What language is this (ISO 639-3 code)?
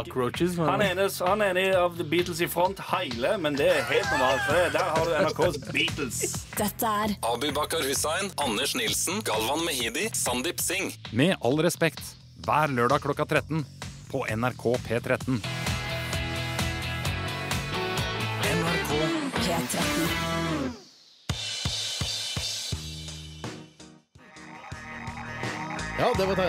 nor